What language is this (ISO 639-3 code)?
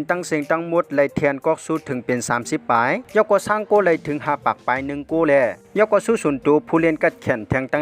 shn